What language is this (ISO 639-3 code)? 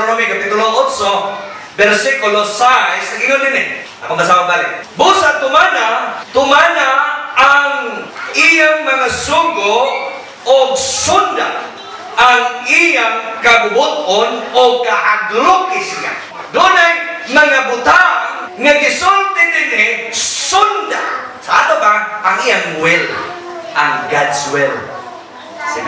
ceb